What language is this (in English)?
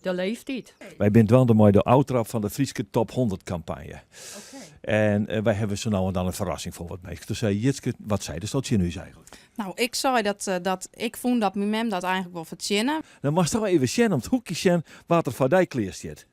Western Frisian